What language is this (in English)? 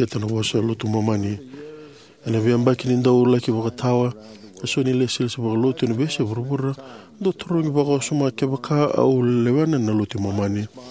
Fijian